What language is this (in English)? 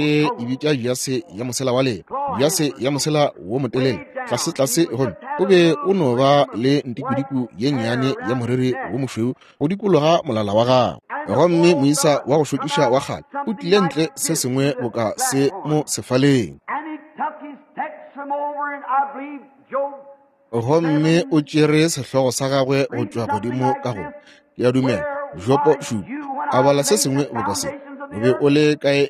Northern Sotho